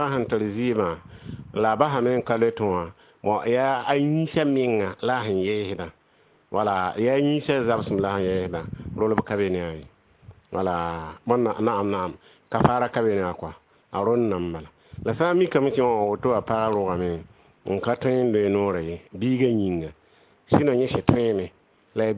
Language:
Mossi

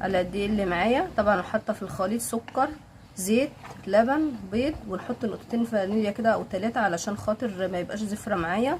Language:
Egyptian Arabic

